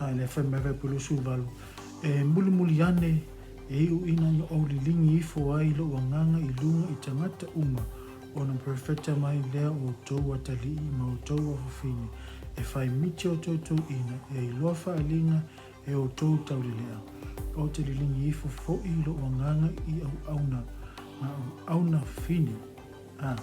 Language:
Samoan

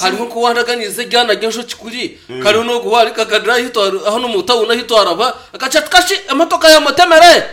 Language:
Nyankole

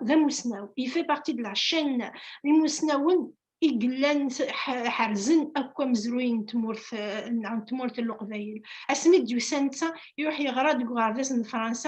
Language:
Kabyle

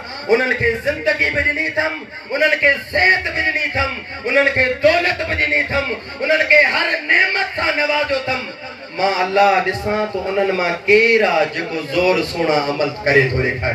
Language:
Sindhi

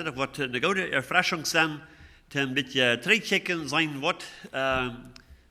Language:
Plautdietsch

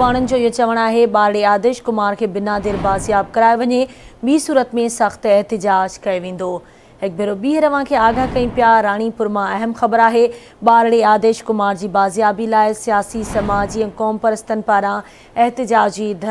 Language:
Sindhi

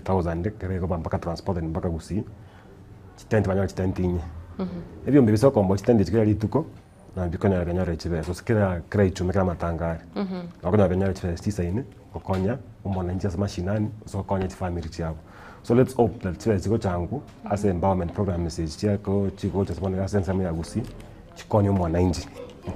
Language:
Gusii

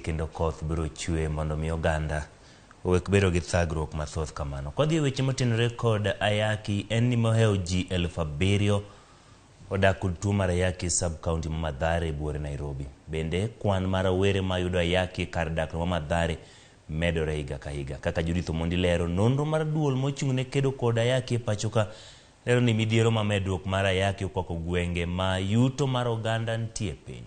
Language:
Luo (Kenya and Tanzania)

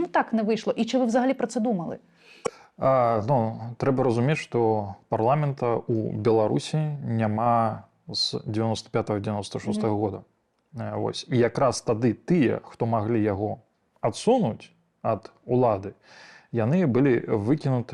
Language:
Belarusian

